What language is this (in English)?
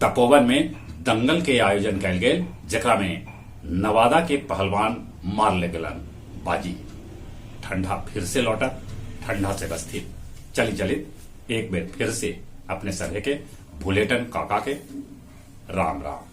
Magahi